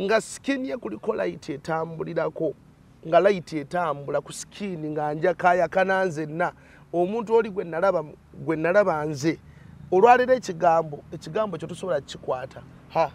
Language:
Ganda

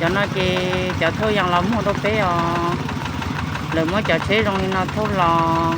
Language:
Hmong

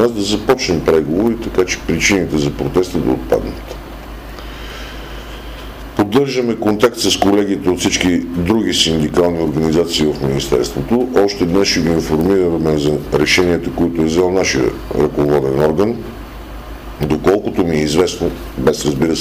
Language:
Bulgarian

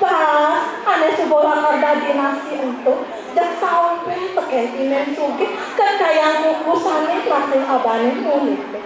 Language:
Balinese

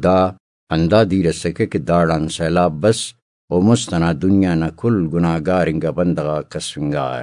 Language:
Brahui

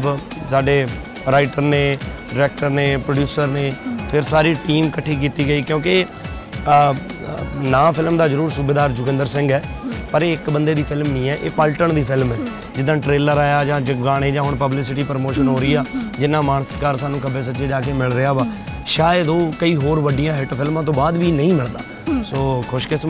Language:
Punjabi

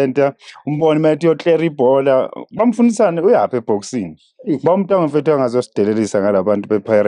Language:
Zulu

